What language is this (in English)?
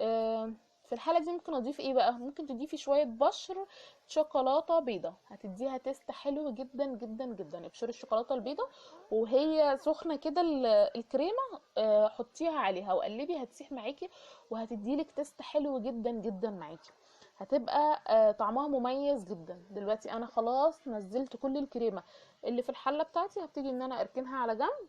Egyptian Arabic